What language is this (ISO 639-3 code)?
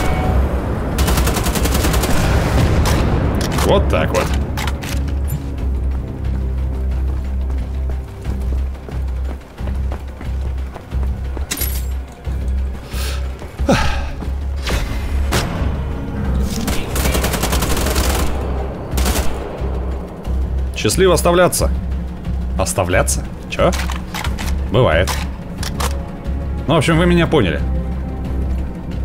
rus